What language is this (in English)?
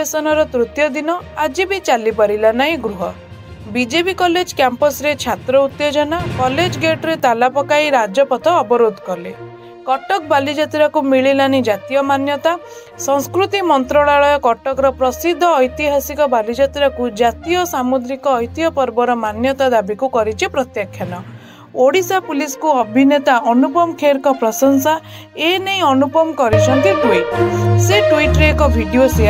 Odia